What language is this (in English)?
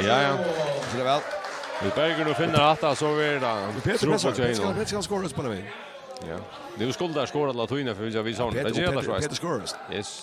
Faroese